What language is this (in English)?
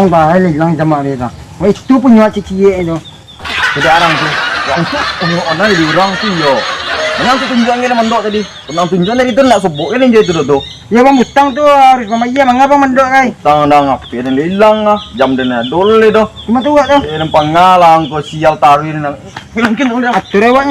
Minangkabau